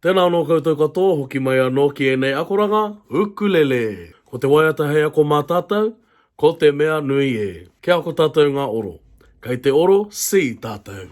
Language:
Māori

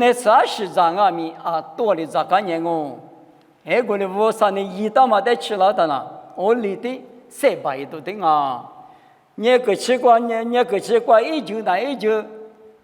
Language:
Lisu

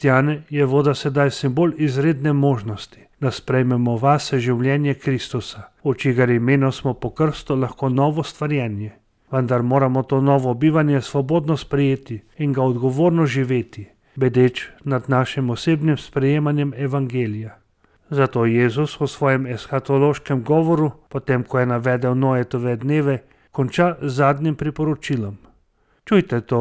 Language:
Slovenian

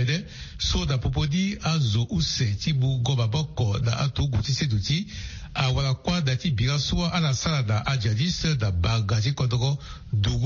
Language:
Sango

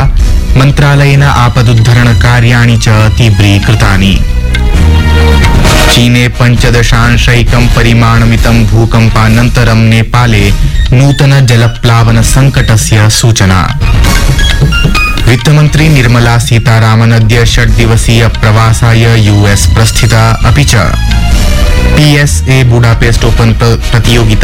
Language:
Sanskrit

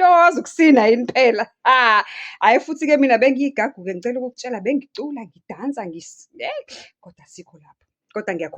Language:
Zulu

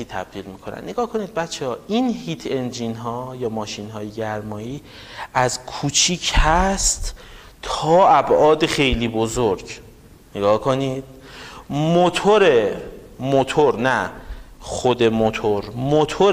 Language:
Persian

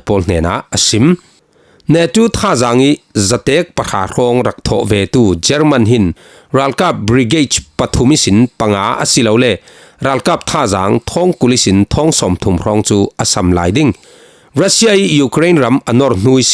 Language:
Falam Chin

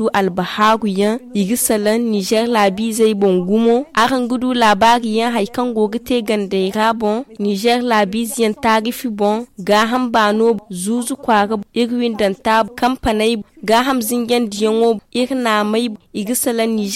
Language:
Zarma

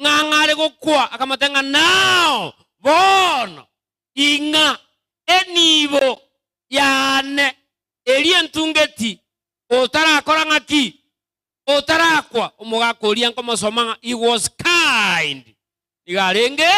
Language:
Gusii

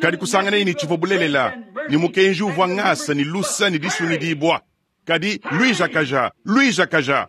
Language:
Luba-Lulua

